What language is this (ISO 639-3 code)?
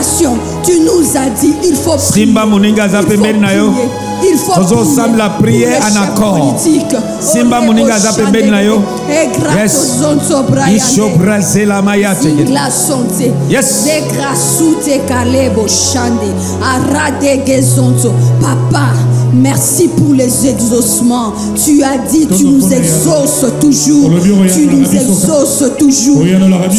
fra